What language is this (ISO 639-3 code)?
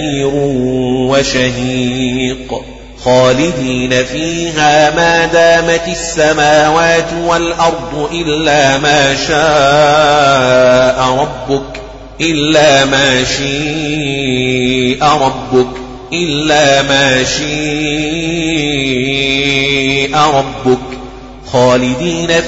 ara